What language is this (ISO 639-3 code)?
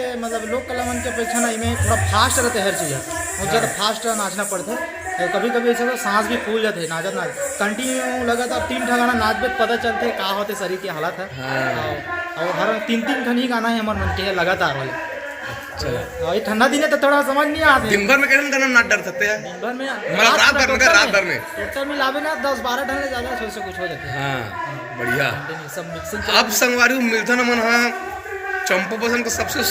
hne